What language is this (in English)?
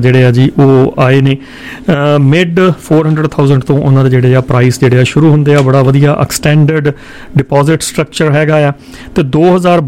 Punjabi